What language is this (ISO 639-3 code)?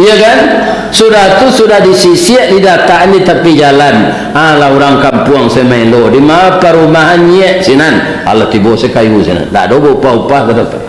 min